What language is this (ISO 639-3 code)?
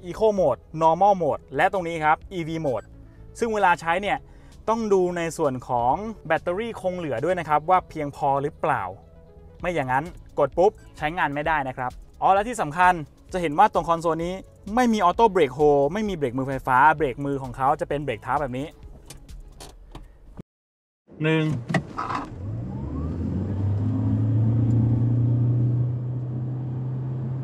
tha